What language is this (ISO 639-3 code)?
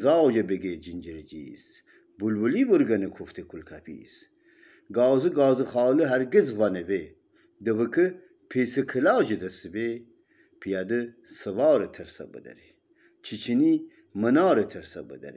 glk